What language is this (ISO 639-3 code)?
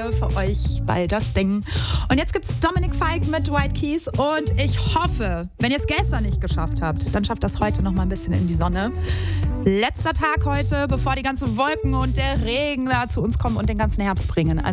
deu